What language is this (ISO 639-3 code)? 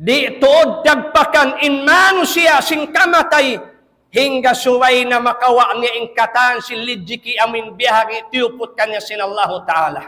tsg